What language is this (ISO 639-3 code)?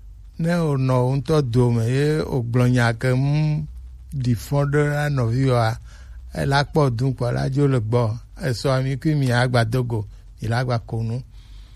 gej